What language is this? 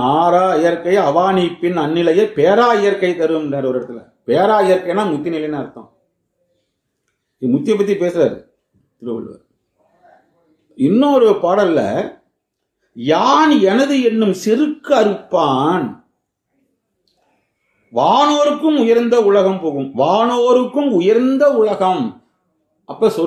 Tamil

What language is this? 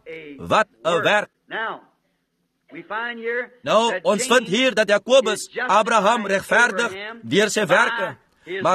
Afrikaans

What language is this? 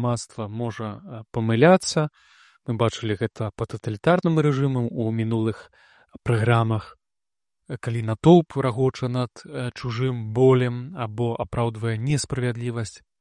Belarusian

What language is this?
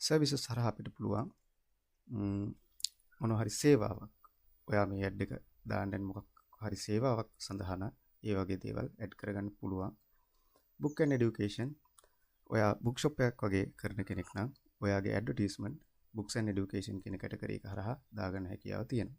Sinhala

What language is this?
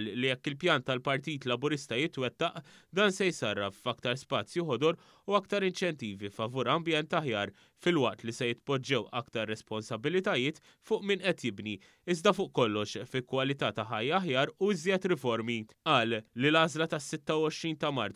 Maltese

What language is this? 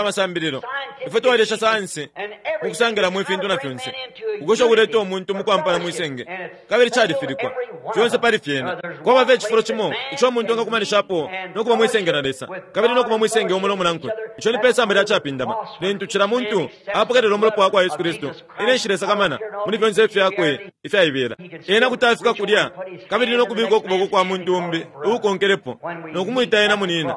Bemba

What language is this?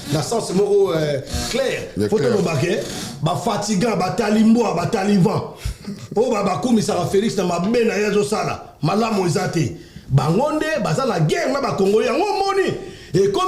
Lingala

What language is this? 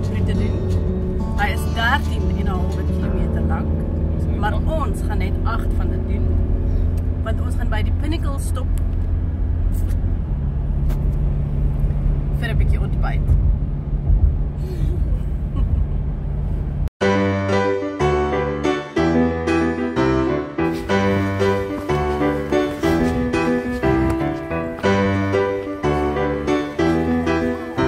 Afrikaans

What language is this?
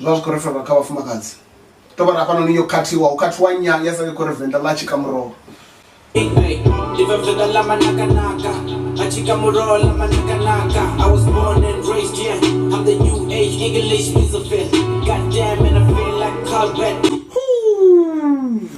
Venda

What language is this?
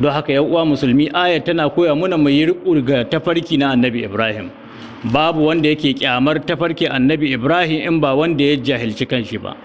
Hausa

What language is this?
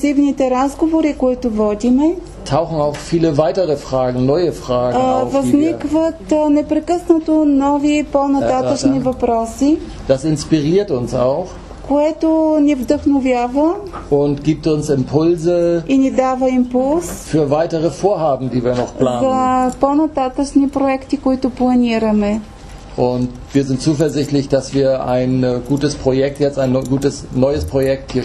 Bulgarian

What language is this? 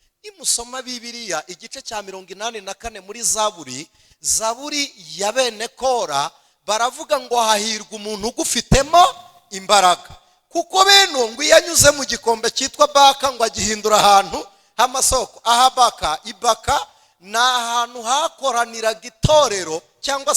Kinyarwanda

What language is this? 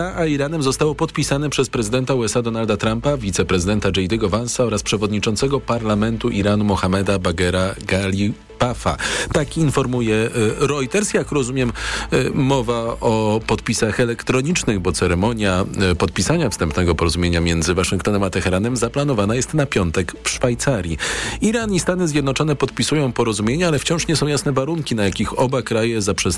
Polish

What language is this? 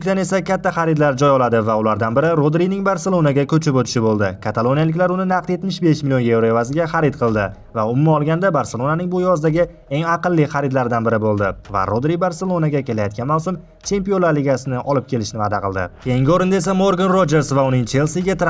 Uzbek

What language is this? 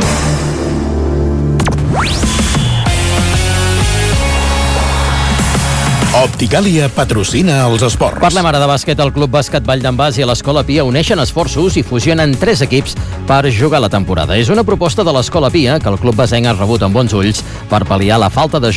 Catalan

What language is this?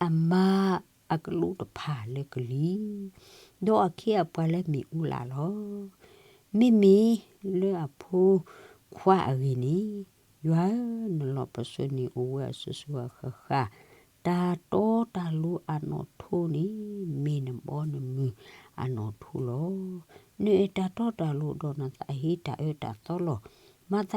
S'gaw Karen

